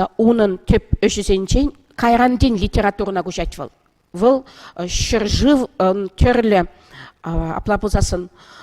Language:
Chuvash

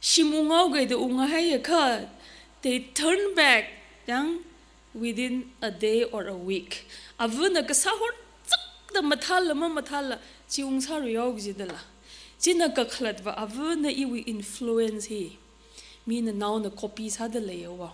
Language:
Tangkhul Naga (India)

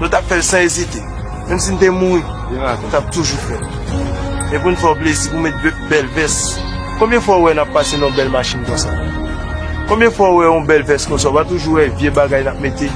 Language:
Haitian Creole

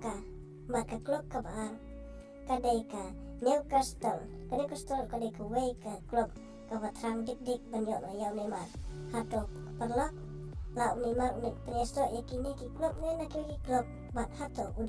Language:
Khasi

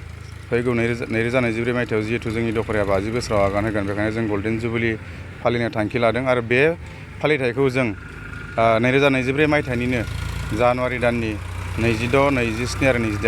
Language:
Bodo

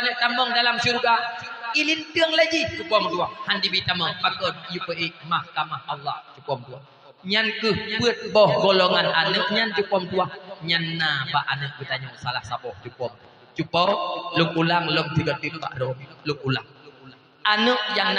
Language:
Achinese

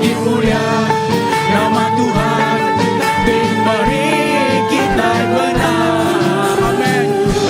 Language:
Iban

